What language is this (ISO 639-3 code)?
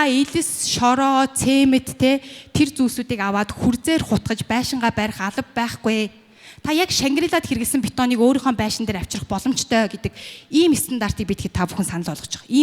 mon